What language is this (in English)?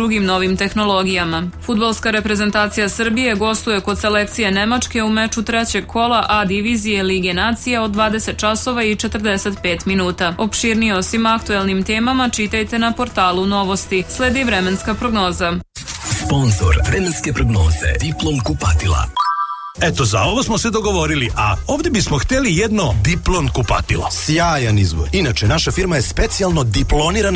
Serbian